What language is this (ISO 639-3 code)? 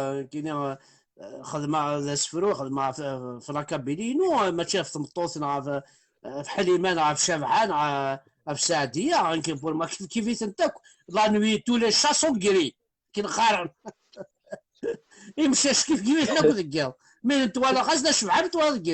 kab